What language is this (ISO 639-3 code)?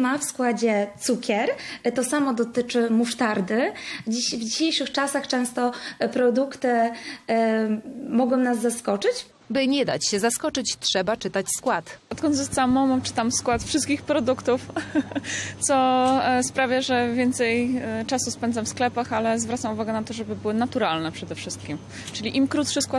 pol